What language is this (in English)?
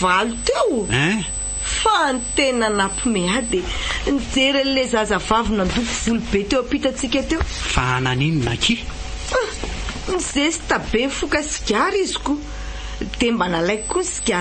Malagasy